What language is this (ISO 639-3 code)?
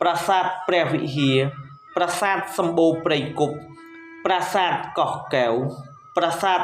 khm